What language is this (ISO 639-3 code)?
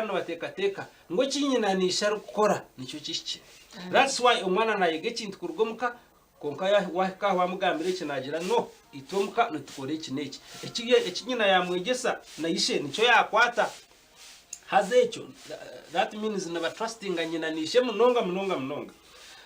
nyn